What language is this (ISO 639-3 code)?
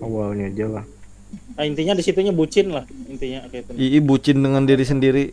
bjn